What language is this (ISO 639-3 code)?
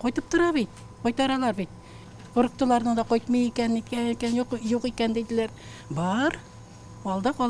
tat